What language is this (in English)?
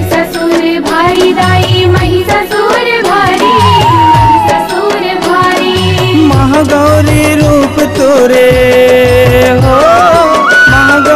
Chhattisgarhi